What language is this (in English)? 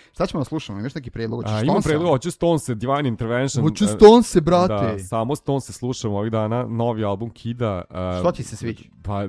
Serbian